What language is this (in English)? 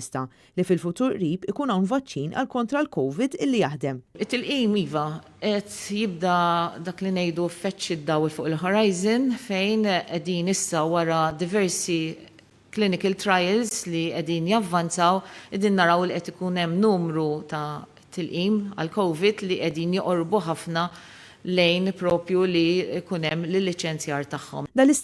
Maltese